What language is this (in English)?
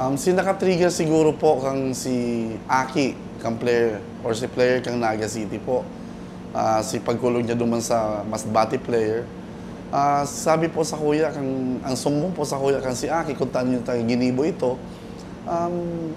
Bikol